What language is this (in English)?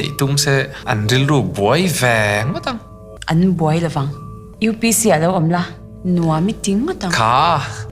Mizo